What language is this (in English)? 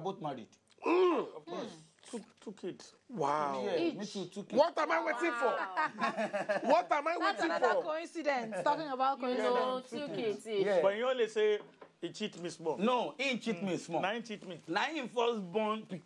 Nigerian Pidgin